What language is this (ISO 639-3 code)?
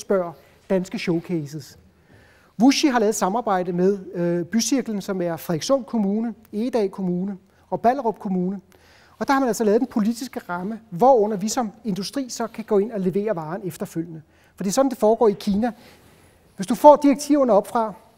dan